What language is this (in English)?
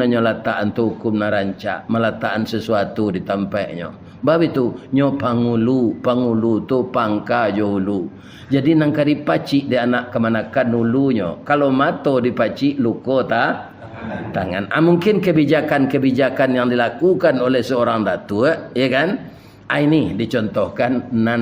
Minangkabau